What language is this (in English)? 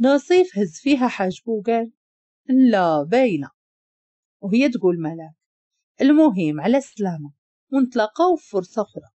Moroccan Arabic